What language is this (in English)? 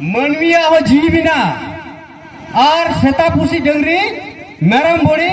Santali